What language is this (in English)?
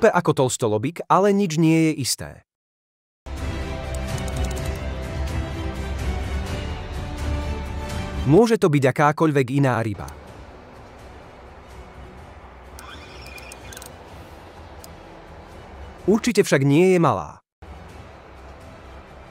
Slovak